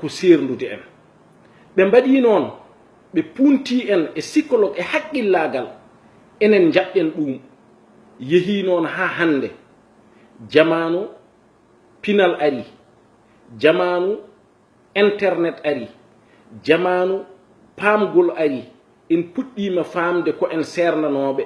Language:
Fula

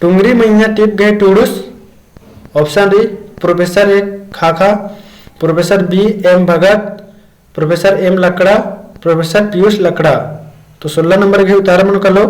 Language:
Kurukh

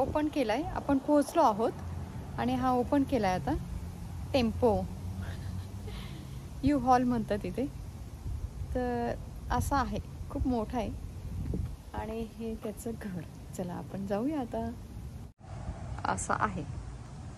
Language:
Marathi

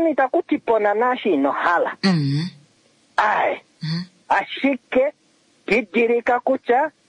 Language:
Kuanyama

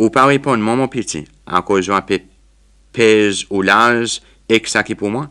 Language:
Seselwa Creole French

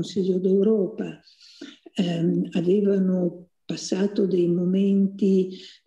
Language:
Italian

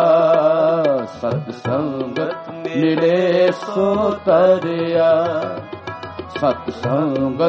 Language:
Punjabi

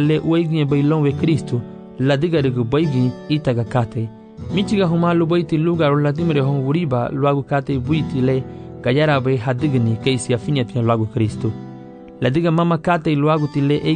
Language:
Garifuna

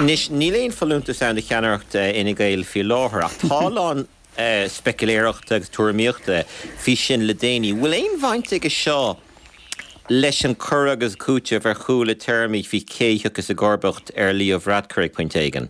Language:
Irish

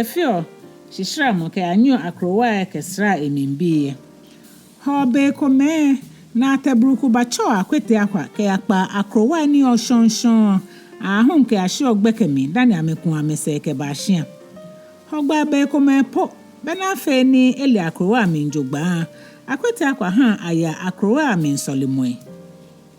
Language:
Ga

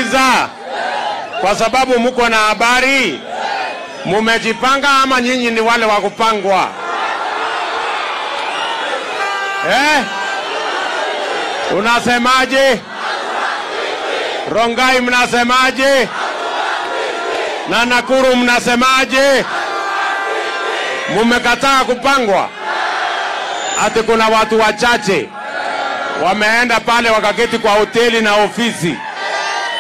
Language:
Swahili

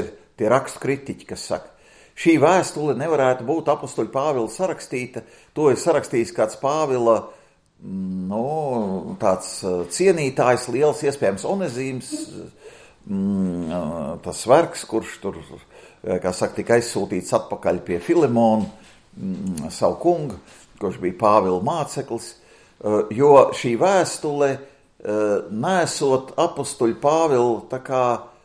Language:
Latvian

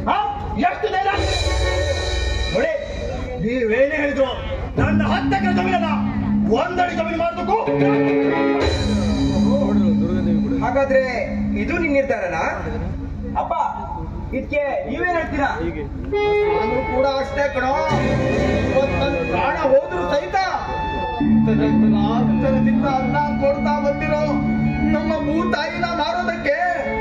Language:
Kannada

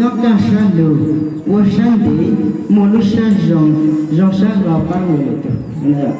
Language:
Hmong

